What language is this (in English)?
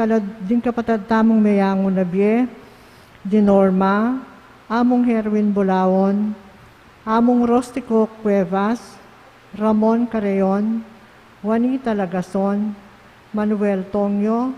Pampanga